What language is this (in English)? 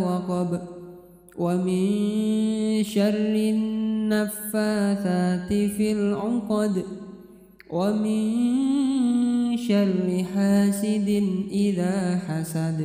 Arabic